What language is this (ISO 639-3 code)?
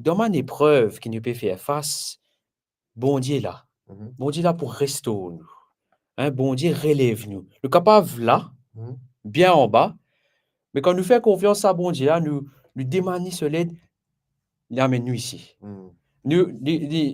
mfe